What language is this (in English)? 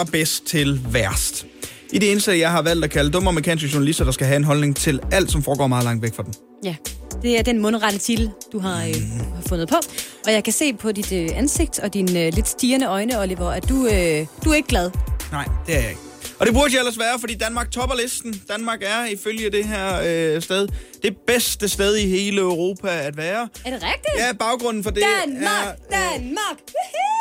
Danish